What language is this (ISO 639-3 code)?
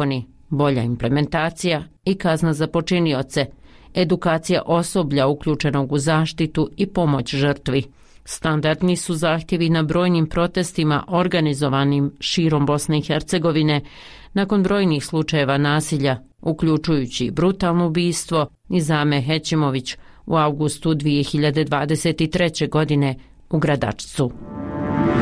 bos